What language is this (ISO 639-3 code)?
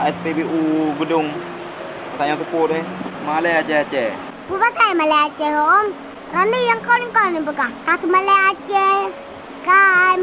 ace